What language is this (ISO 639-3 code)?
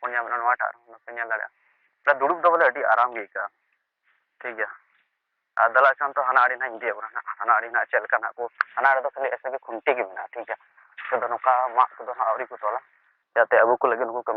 sat